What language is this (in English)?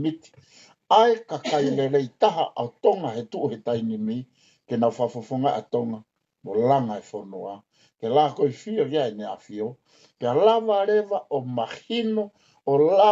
Tongan